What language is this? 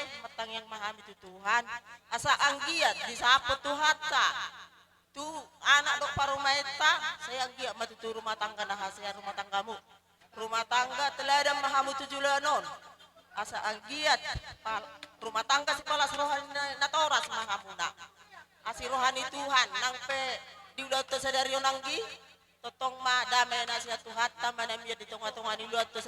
Batak Toba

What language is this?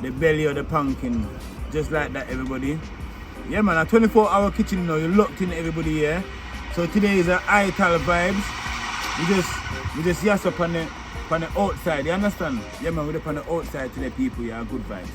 Jamaican Creole English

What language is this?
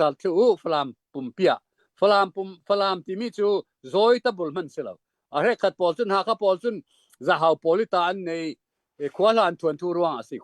Hakha Chin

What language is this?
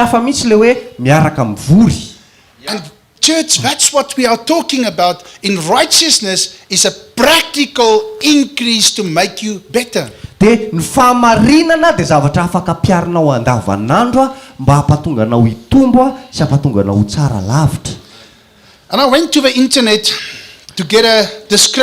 Malagasy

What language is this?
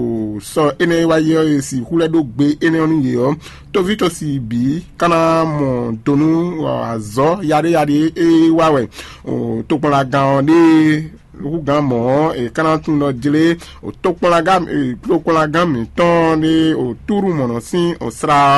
Fon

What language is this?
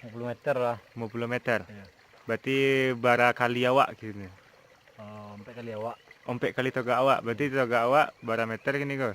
Minangkabau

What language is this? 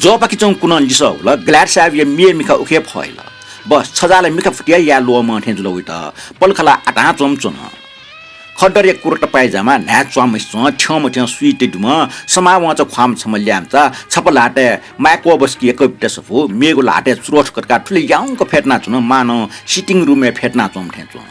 Newari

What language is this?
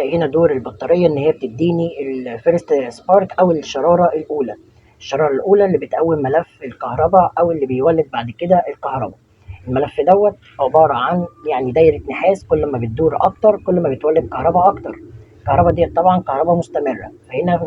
Egyptian Arabic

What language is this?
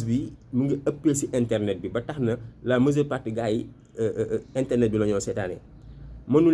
Wolof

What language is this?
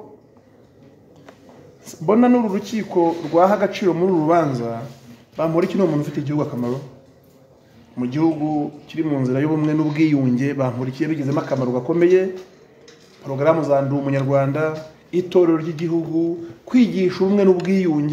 Kinyarwanda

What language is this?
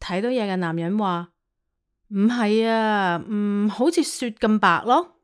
Cantonese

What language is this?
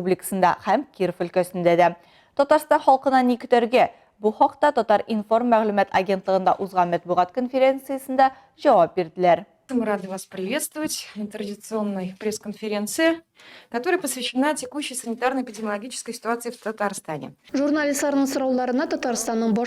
Tatar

